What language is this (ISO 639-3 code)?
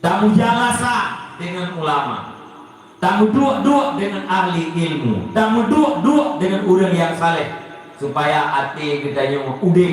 ace